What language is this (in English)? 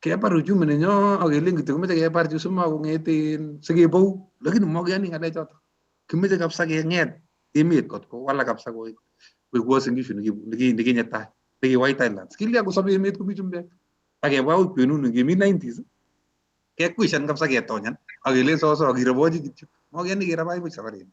Kalenjin